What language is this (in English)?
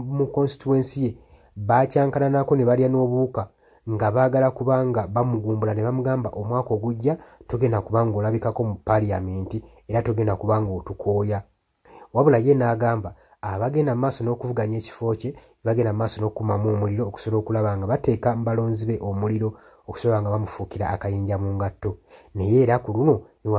Ganda